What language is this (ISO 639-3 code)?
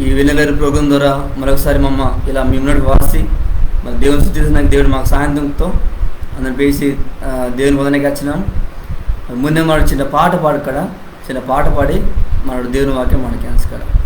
kff